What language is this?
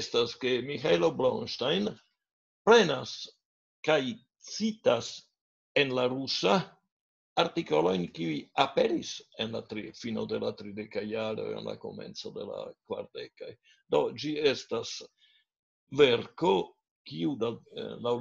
Esperanto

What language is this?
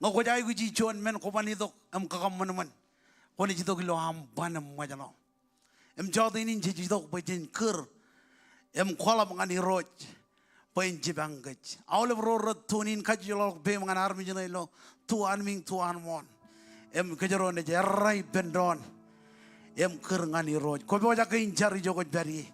Marshallese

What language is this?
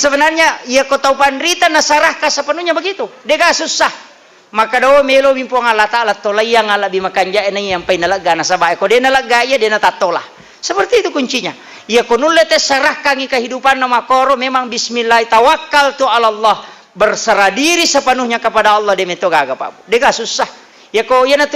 Buginese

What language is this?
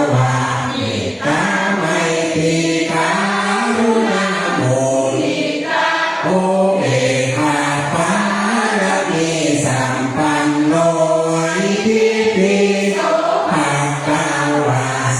Pali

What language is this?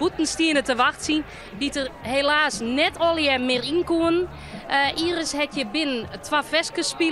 Western Frisian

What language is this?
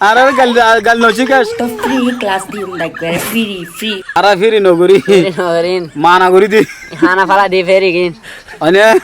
Rohingya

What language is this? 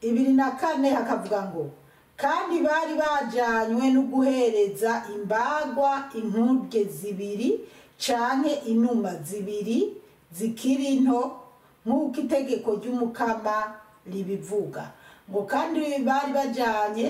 Rundi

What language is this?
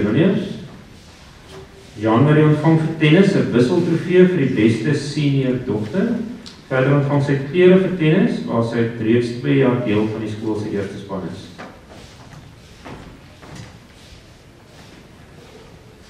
Afrikaans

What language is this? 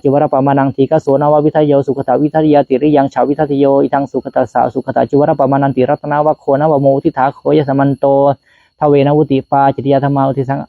Pali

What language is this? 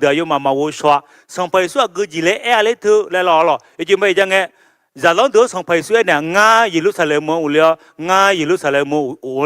Akha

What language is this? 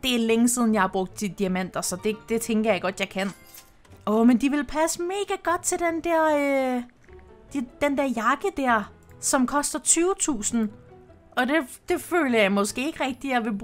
Danish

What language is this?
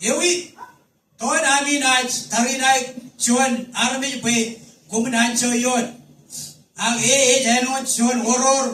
Marshallese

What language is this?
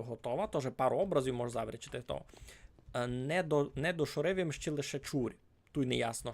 Rusyn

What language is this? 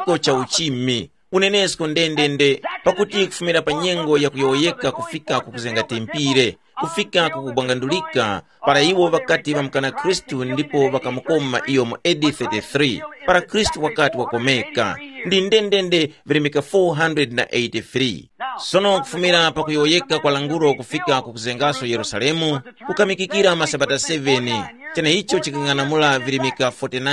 Tumbuka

